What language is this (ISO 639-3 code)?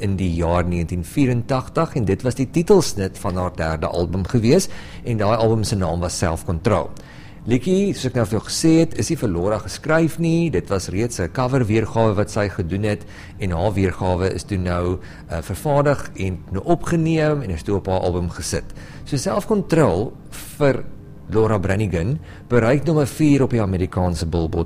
afr